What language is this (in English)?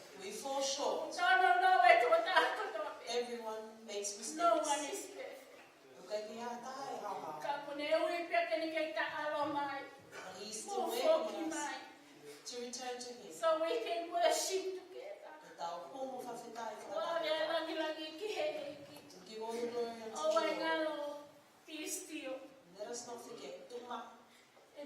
Tongan